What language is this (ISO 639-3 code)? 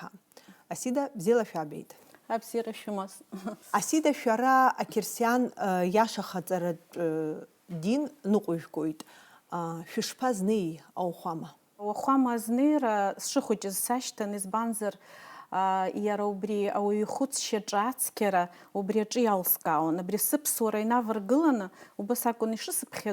abk